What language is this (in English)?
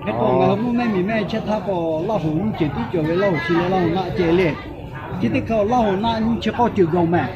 Lahu